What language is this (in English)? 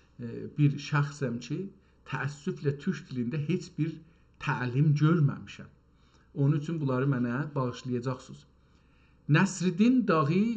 South Azerbaijani